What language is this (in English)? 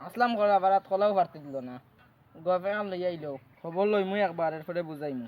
Sylheti